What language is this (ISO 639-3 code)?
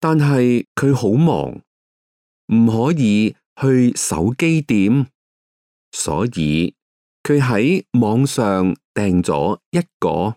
yue